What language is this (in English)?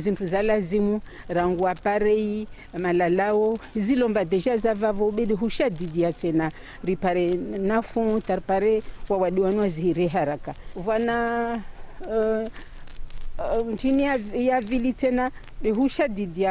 Ngazidja Comorian